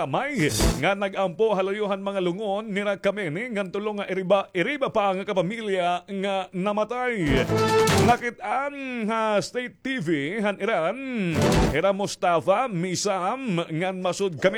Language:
Waray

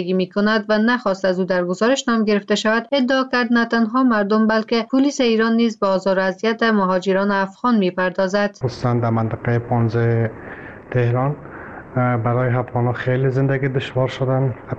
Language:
Persian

